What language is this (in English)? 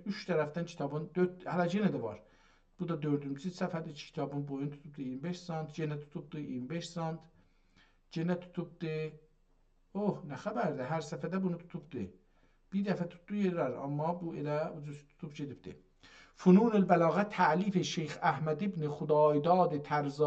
South Azerbaijani